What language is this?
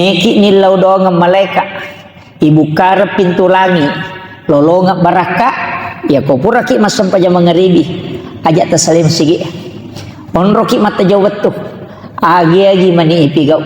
Buginese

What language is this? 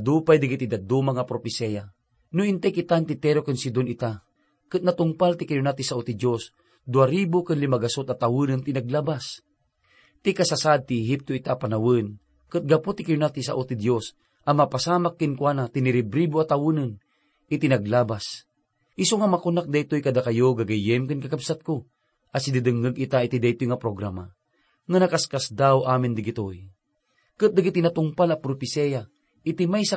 Iloko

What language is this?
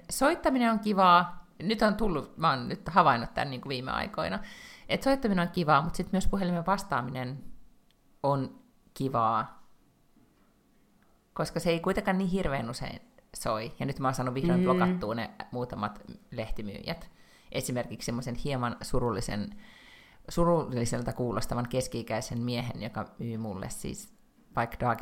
Finnish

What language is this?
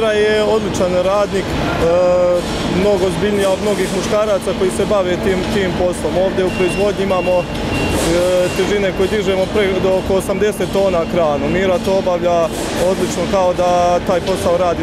Serbian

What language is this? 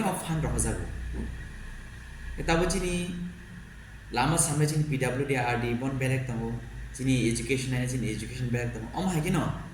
Kok Borok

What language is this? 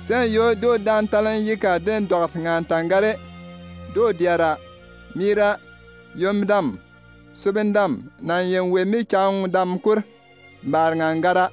Bimoba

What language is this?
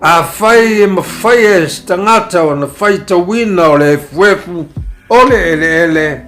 Samoan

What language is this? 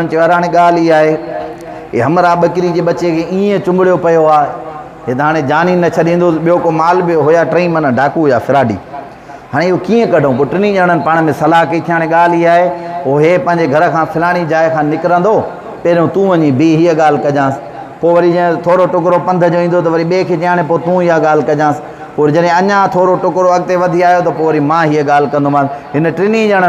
Sindhi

